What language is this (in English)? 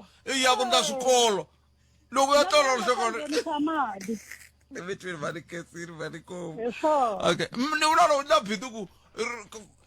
Tsonga